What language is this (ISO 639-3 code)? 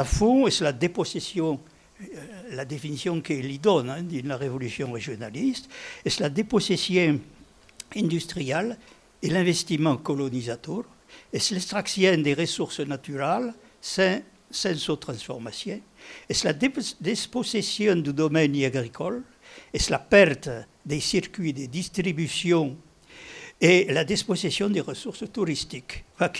oci